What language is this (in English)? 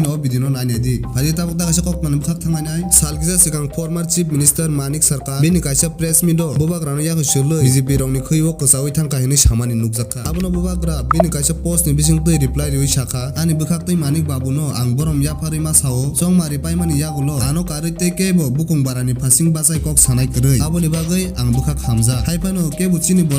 Kok Borok